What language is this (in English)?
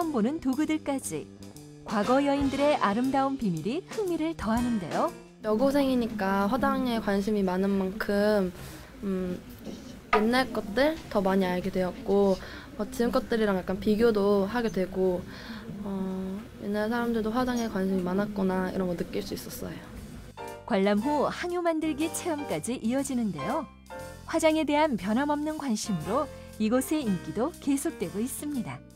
Korean